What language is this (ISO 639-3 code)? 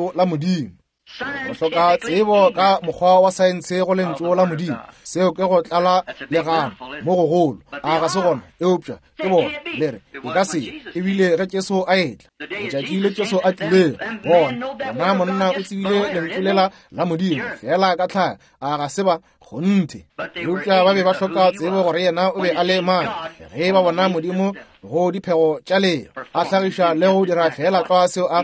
nso